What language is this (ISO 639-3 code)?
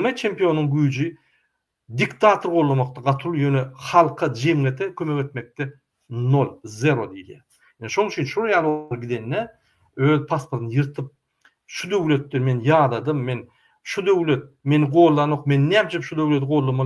tuk